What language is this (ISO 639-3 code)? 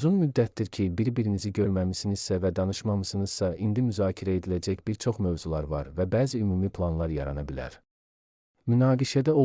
aze